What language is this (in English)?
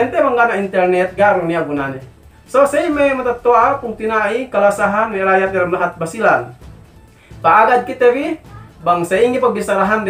Yakan